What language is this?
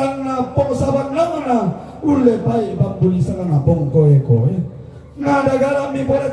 Toraja-Sa'dan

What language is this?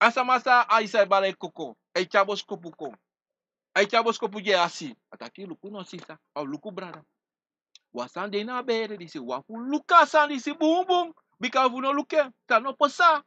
Sranan Tongo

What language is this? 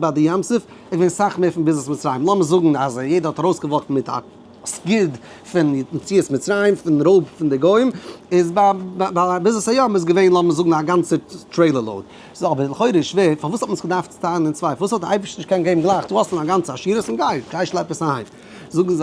Yiddish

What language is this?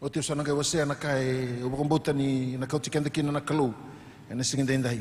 Fijian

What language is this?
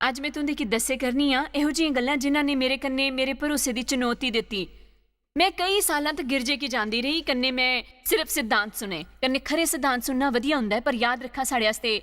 Dogri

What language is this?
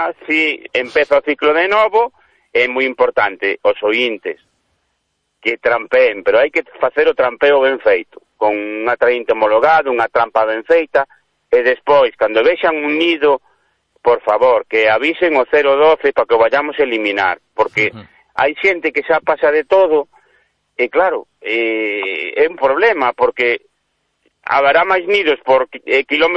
Galician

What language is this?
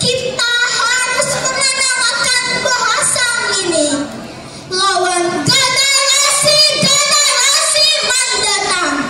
Banjar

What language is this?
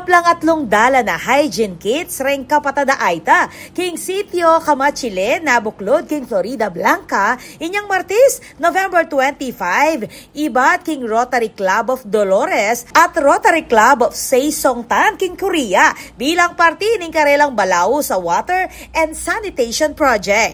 Pampanga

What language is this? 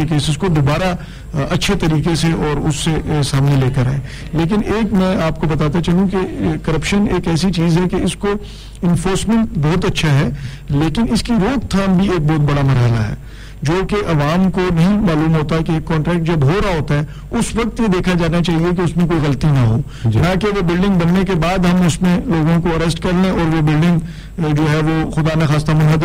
Urdu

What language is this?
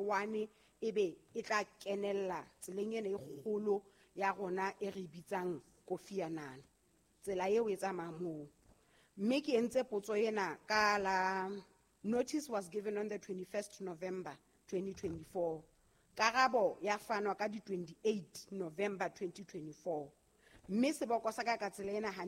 Southern Sotho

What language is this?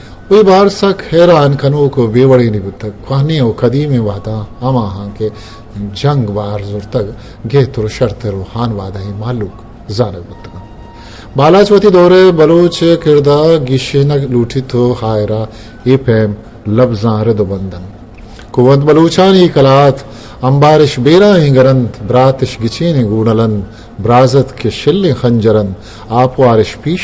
Eastern Balochi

